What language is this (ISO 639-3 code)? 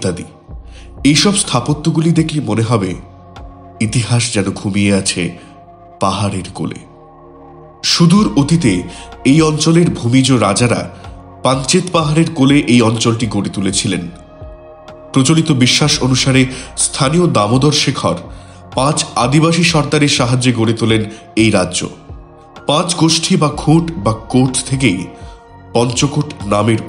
ben